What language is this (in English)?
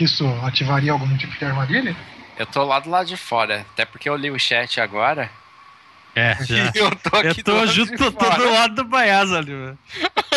Portuguese